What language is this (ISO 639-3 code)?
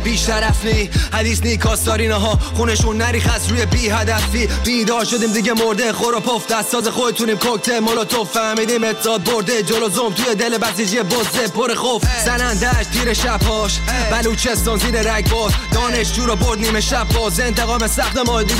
fas